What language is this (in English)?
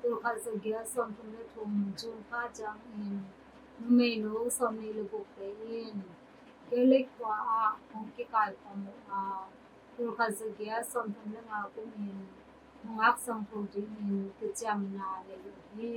Tedim Chin